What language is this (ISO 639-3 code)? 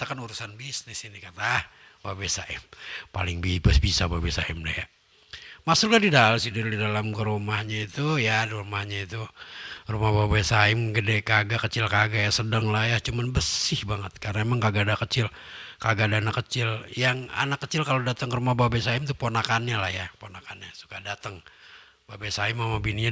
bew